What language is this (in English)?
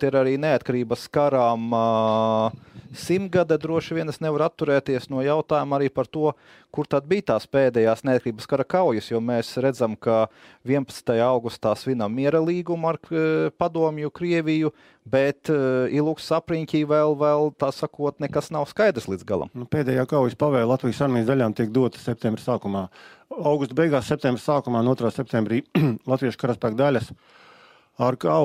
Latvian